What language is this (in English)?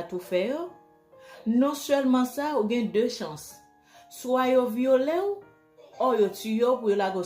Haitian Creole